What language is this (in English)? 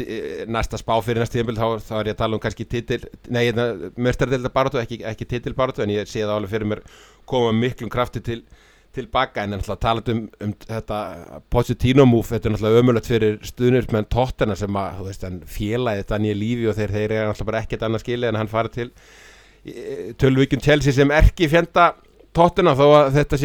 Icelandic